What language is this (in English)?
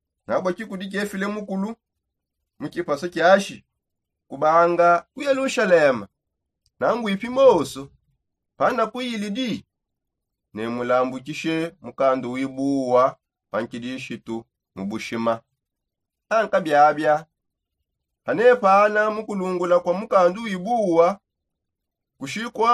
Songe